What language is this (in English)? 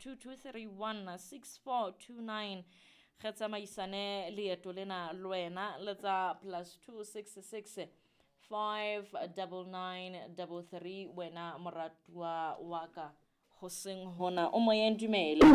Southern Sotho